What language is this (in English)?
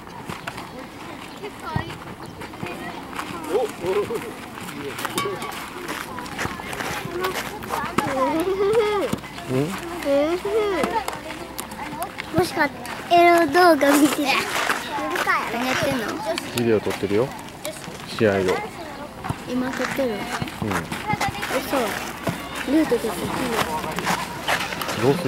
Japanese